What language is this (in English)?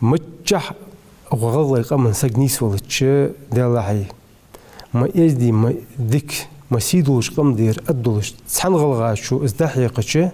Ingush